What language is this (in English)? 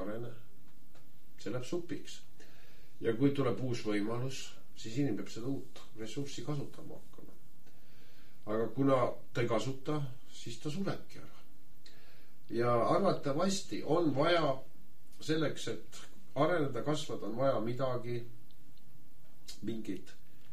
Estonian